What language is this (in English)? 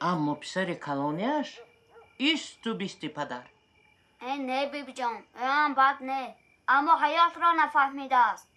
Tajik